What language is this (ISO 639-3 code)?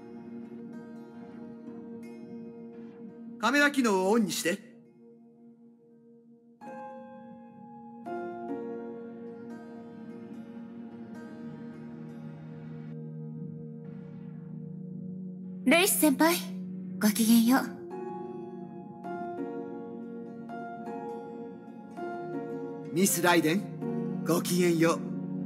jpn